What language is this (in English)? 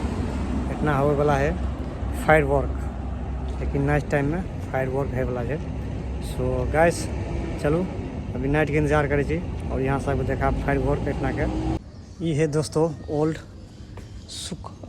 Maithili